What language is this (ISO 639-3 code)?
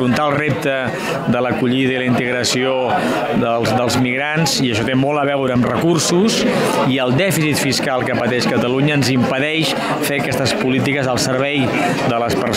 cat